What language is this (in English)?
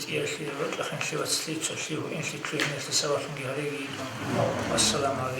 Avaric